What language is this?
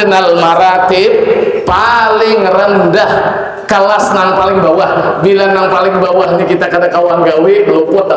Banjar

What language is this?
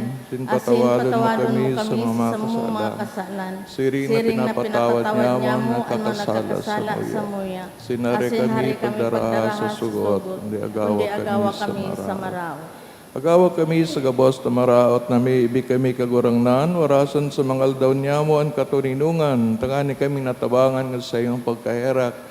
Bikol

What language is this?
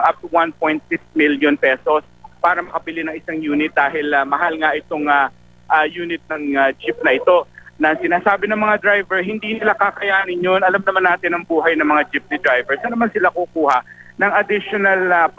Filipino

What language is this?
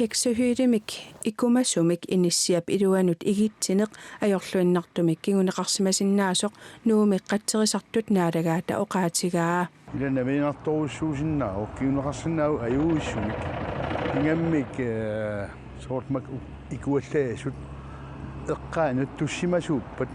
Kalaallisut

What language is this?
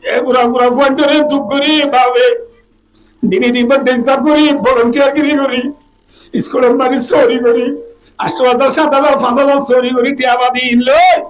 Rohingya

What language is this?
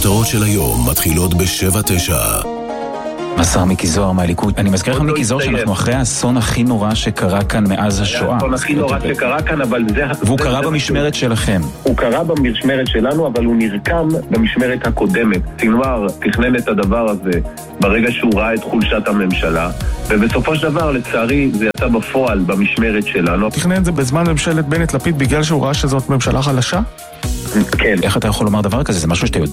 Hebrew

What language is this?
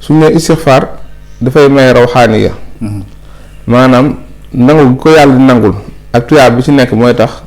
Wolof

